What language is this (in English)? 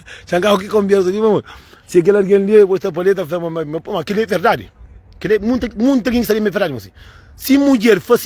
Kabuverdianu